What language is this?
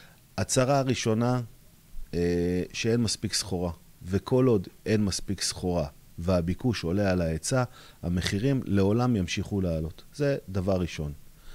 Hebrew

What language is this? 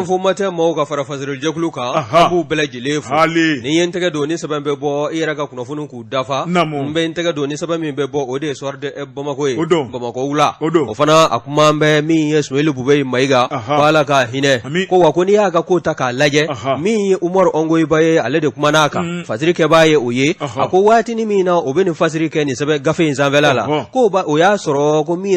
Bambara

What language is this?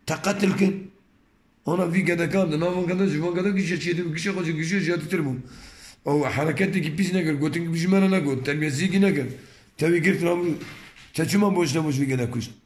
Kurdish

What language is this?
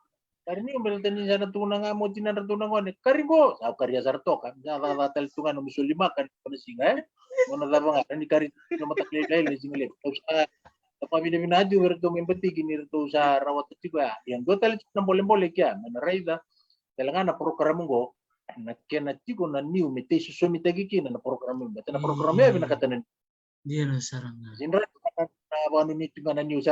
Fijian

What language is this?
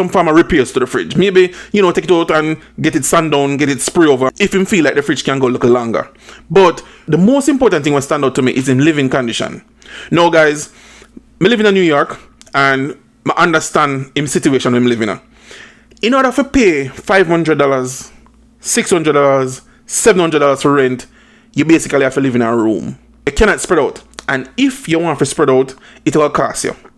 Jamaican Creole English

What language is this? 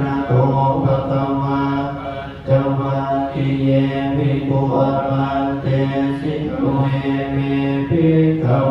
Pali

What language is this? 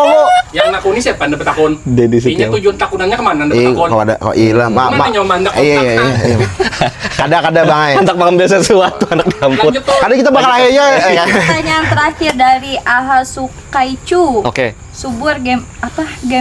Banjar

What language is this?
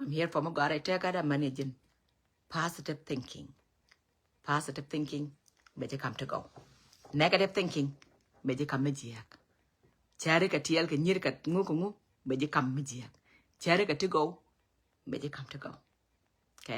Nuer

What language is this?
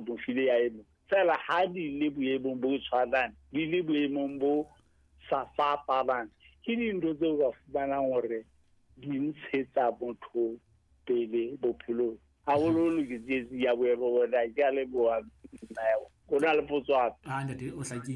Southern Sotho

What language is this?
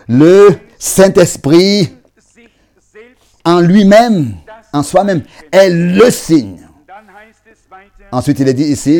French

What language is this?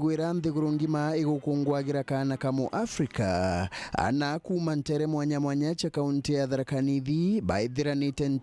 Meru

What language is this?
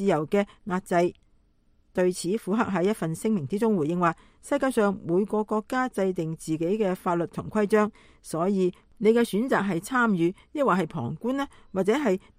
Cantonese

